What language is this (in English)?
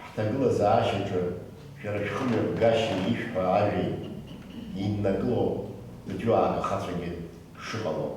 Abkhazian